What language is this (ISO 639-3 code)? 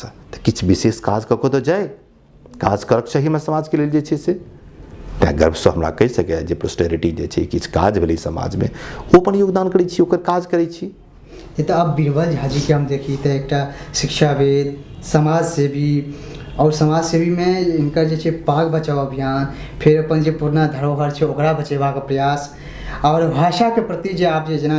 mai